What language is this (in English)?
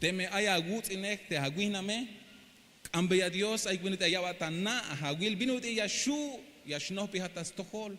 Tzeltal